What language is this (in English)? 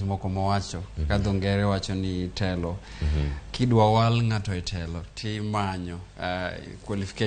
Luo (Kenya and Tanzania)